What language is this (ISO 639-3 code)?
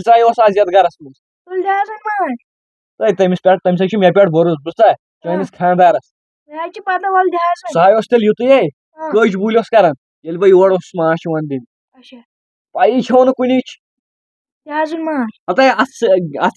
kas